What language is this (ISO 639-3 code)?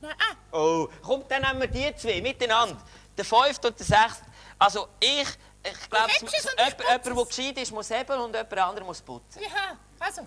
gsw